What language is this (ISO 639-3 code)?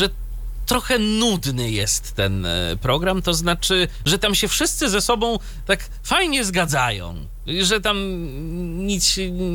pol